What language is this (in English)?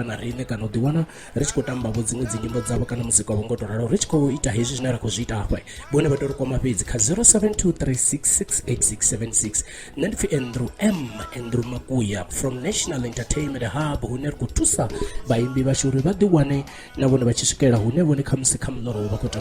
Venda